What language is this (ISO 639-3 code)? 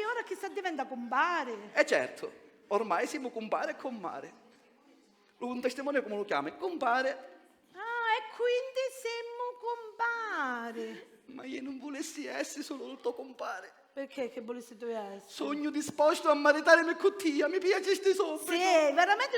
scn